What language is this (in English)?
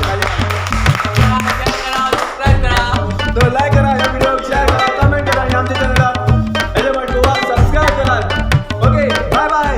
Konkani